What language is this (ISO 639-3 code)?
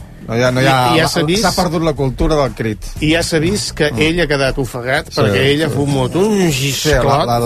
cat